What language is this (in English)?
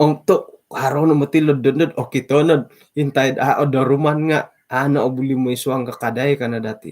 Central Dusun